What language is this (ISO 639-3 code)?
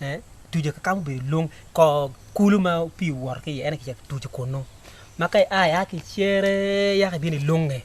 ach